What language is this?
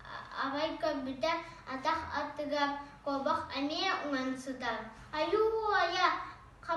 Yakut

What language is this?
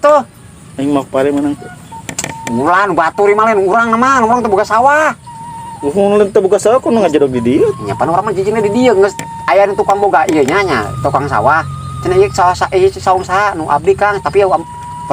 Sundanese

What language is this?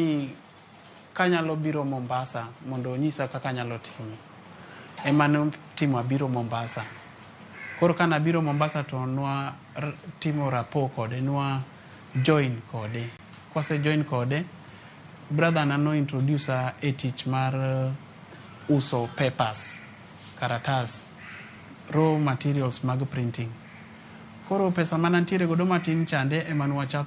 Luo (Kenya and Tanzania)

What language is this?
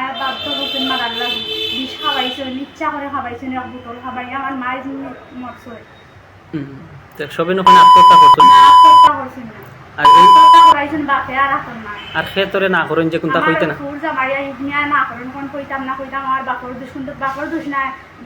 Sylheti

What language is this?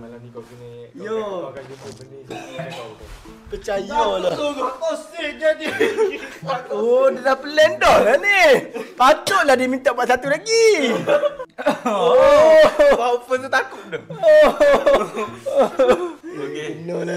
Malay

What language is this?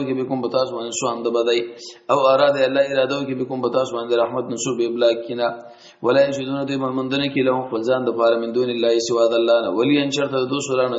Pashto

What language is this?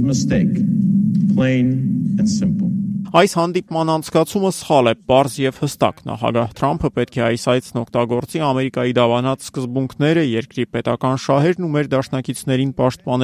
Armenian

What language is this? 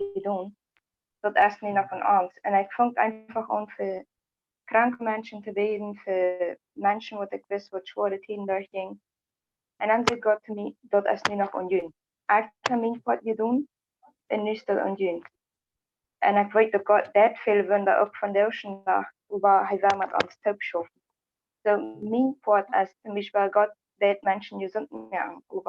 Plautdietsch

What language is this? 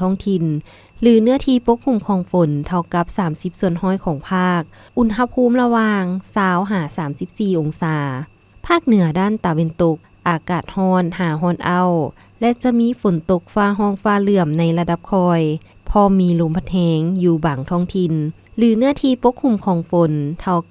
Lao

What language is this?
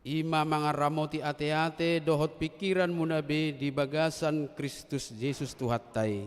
Batak Toba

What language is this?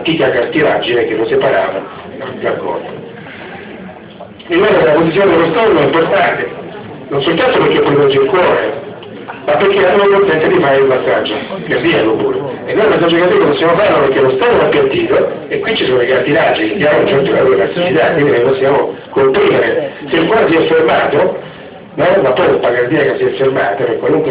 Italian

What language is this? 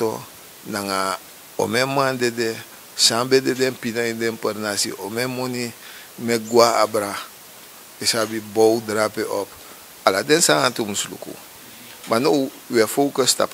Sranan Tongo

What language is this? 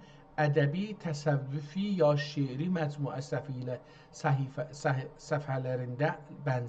South Azerbaijani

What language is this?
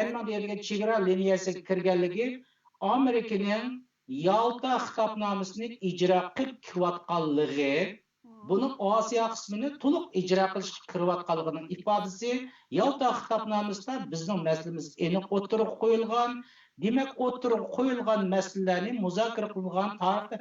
Uyghur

